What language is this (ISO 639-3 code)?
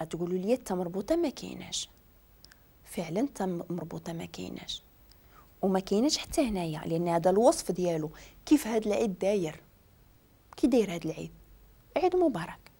ary